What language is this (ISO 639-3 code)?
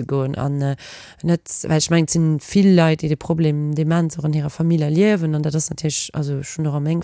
ltz